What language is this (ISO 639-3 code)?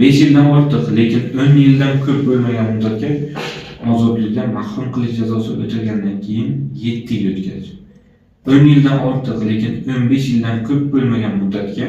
uzb